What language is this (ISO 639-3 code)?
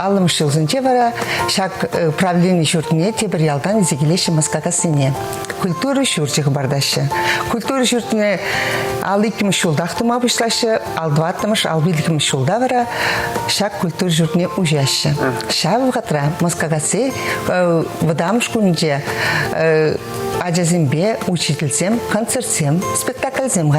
chv